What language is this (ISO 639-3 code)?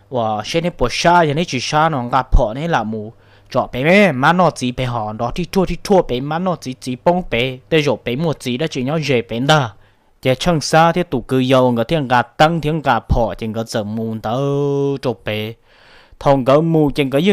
hmn